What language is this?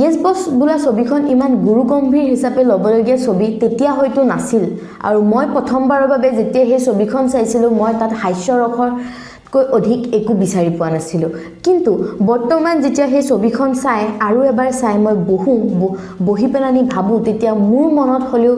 Assamese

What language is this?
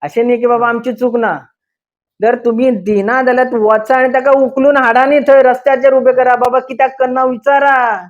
Konkani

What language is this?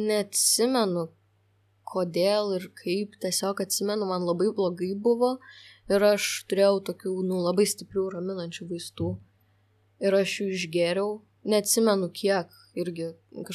Lithuanian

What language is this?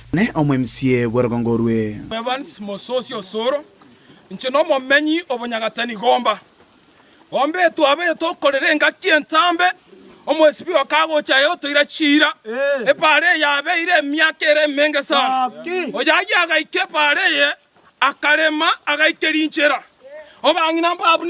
Gusii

